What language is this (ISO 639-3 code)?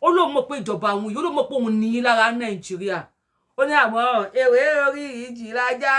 yor